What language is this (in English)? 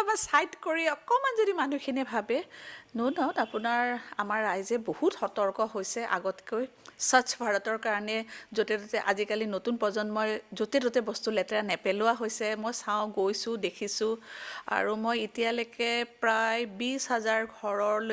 Assamese